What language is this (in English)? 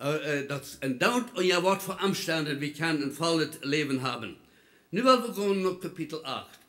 Plautdietsch